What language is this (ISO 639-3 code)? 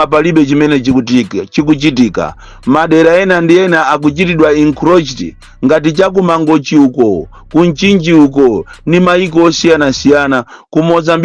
nya